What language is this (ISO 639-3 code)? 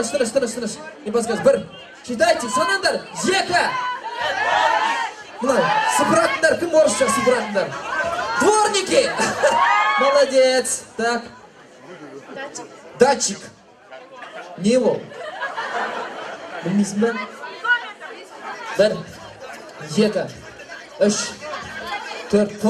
kaz